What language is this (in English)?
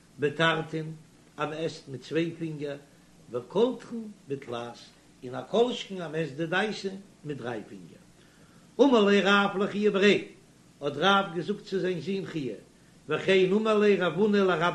Yiddish